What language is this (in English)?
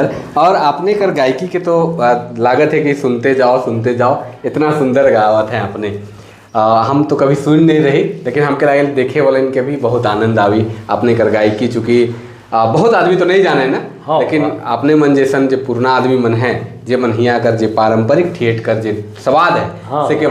Sadri